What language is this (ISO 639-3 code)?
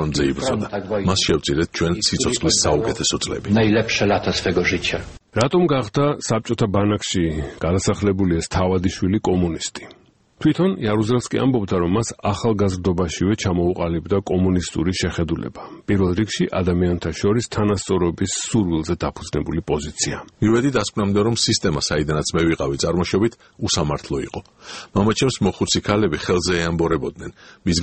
kat